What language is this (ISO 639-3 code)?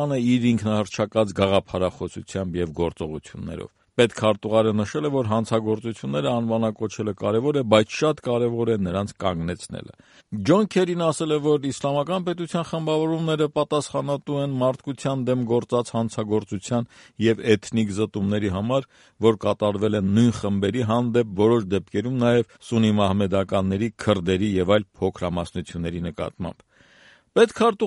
hye